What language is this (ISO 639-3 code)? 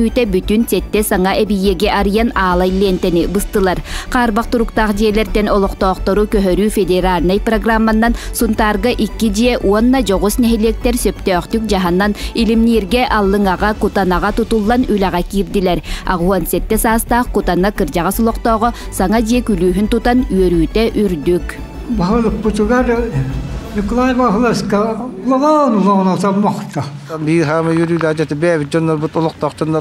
sah